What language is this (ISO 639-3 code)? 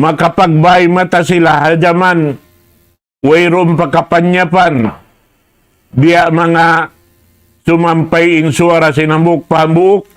tsg